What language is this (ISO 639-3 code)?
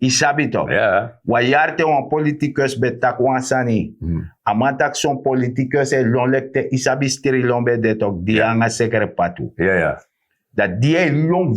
srn